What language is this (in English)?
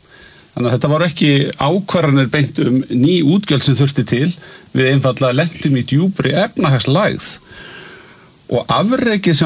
Icelandic